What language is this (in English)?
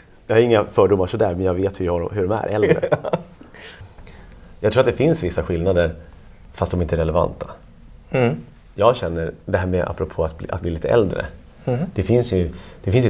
Swedish